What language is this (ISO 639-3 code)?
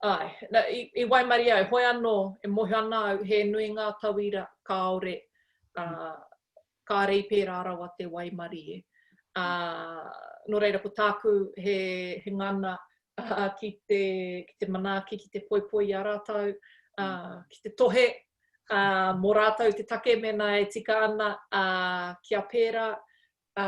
mri